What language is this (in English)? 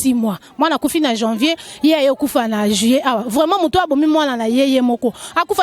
Lingala